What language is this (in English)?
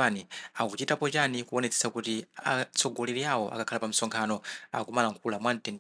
Nyanja